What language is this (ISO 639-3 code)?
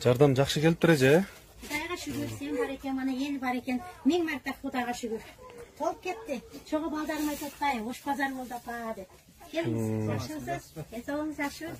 kir